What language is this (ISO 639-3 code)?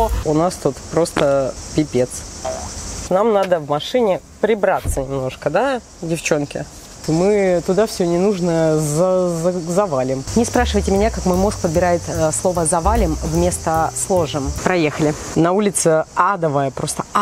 rus